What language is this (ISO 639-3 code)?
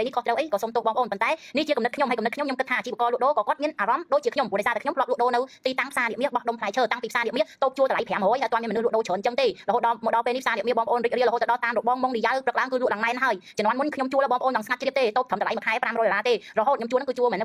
khm